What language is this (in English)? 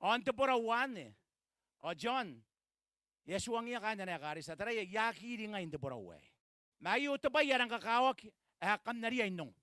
Gilbertese